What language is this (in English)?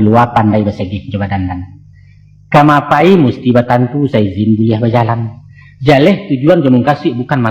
Minangkabau